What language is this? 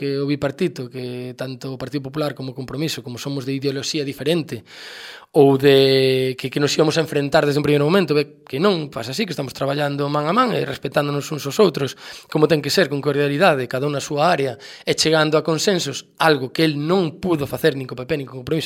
Galician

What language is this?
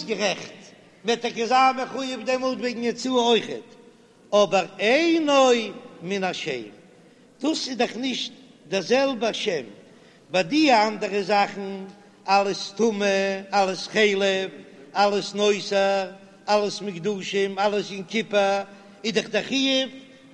Yiddish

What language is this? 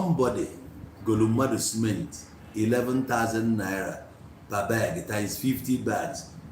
Igbo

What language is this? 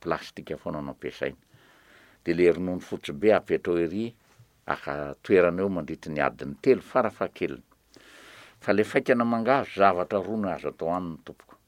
Malagasy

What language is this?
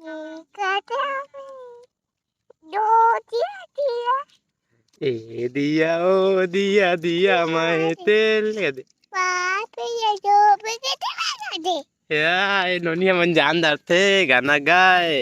Chhattisgarhi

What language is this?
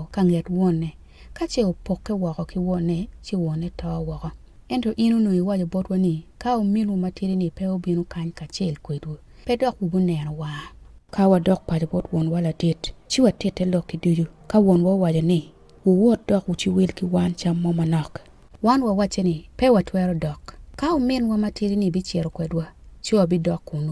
Acoli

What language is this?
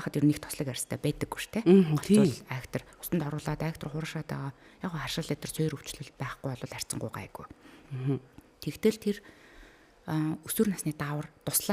Mongolian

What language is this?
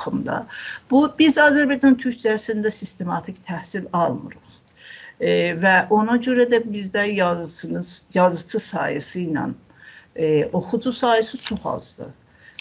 South Azerbaijani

